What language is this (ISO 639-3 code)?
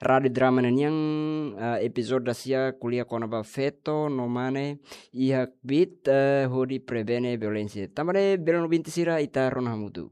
tet